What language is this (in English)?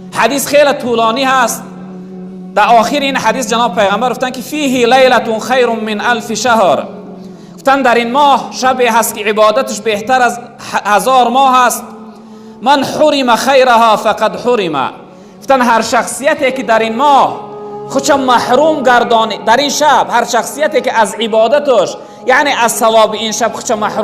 Tajik